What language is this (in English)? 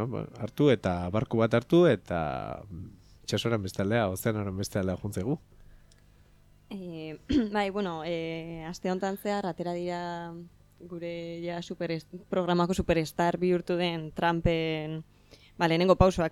Basque